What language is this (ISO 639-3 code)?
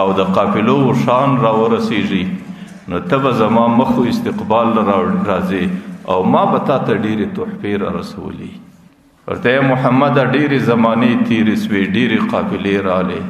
pus